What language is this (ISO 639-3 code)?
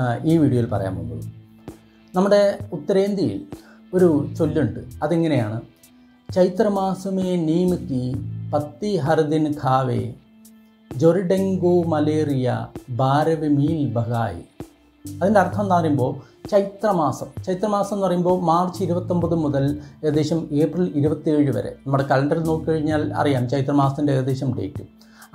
mal